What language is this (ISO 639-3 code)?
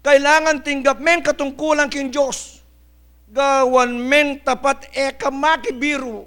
pam